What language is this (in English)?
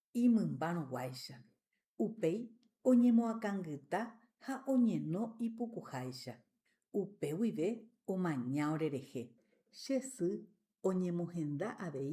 Guarani